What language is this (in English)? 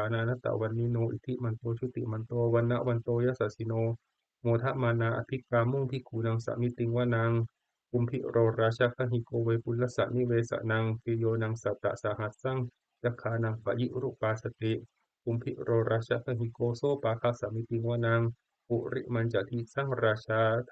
Pali